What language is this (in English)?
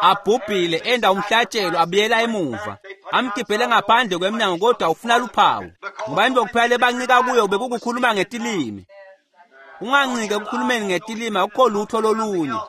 Swati